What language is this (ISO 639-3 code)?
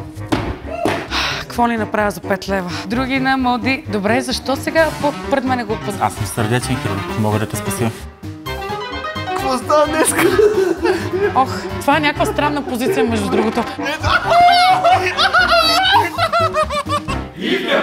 bul